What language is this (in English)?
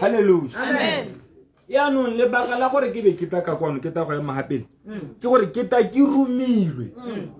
Tswana